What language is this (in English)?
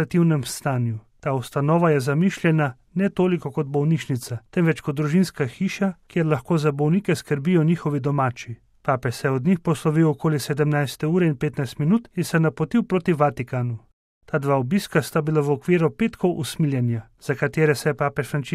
Slovenian